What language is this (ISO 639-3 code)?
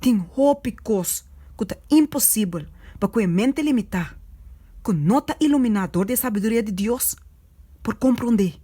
pap